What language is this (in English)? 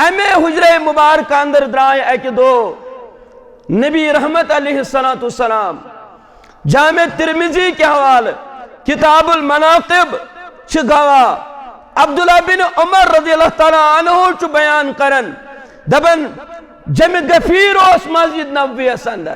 Kashmiri